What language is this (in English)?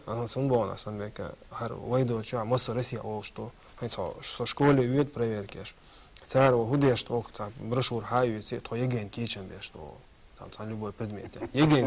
Chechen